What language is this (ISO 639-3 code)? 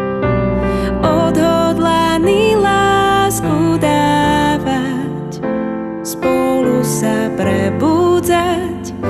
slk